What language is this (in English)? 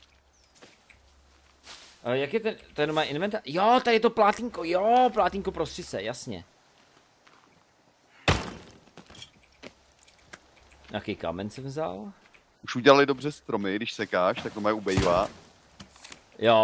Czech